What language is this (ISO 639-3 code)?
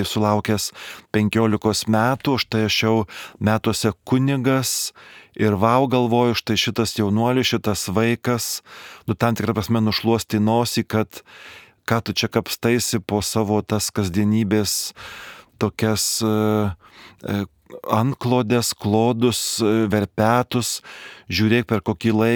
lit